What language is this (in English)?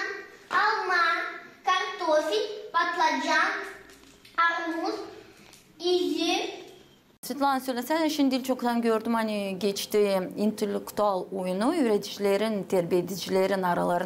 Gagauz